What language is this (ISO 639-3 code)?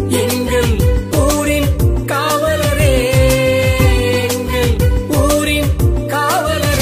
tam